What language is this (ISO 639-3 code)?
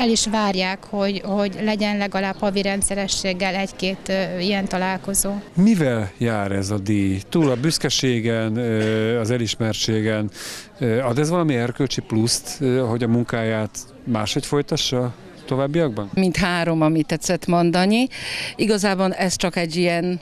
hun